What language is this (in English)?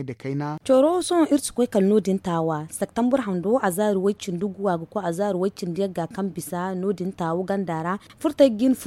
Zarma